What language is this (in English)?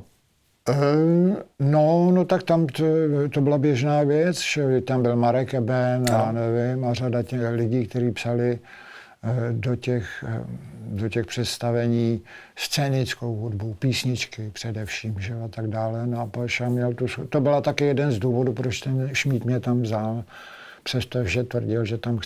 Czech